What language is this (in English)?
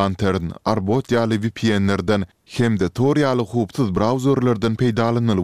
Turkmen